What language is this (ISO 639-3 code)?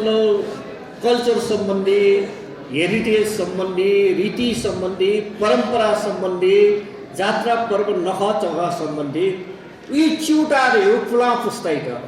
new